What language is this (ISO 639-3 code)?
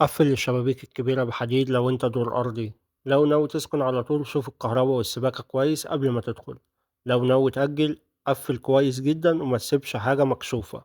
arz